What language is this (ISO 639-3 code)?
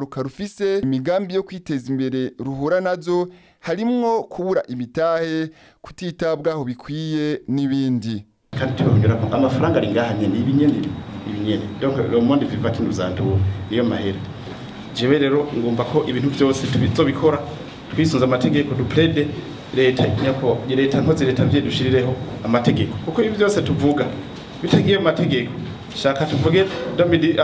run